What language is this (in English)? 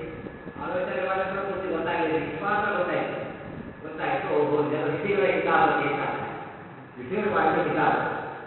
Kannada